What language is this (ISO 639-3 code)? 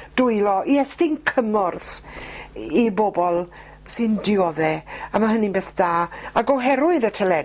cym